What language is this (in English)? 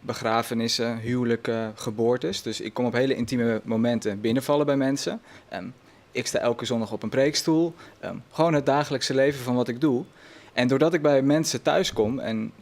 Western Frisian